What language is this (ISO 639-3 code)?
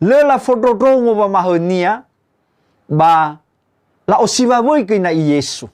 nia